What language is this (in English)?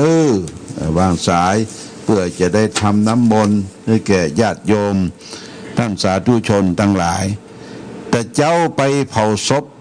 Pali